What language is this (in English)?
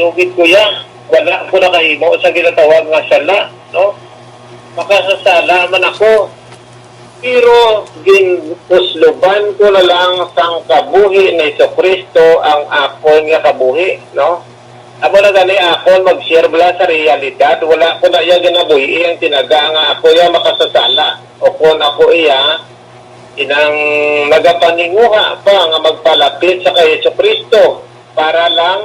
Hiligaynon